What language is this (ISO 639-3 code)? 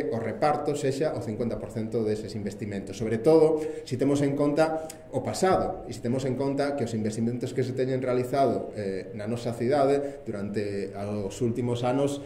glg